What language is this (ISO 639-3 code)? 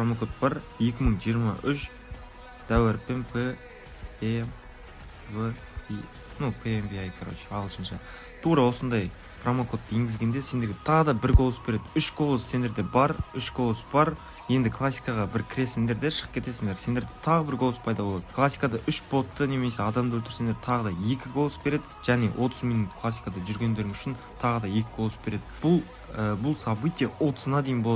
kaa